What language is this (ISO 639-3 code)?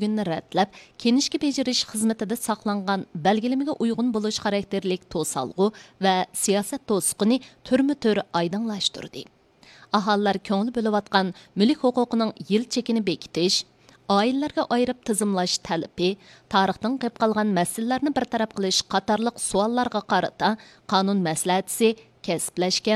uig